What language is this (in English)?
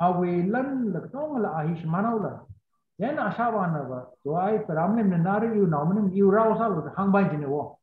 Tangkhul Naga (India)